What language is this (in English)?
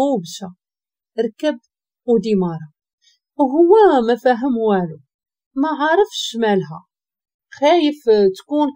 Moroccan Arabic